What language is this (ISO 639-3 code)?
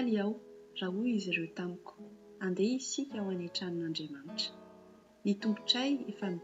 mlg